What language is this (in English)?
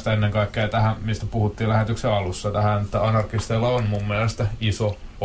Finnish